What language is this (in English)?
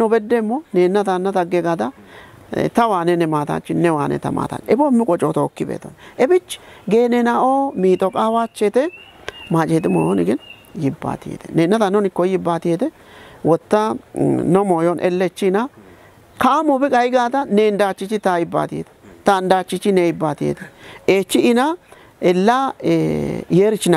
Kafa